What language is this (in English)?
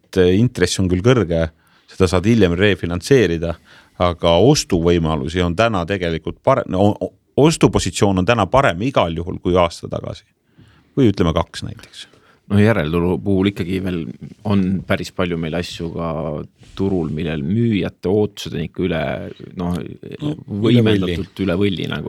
Estonian